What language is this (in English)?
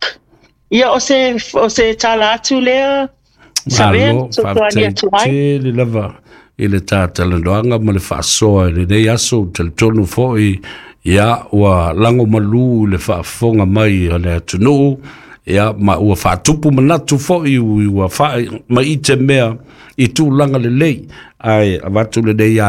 Samoan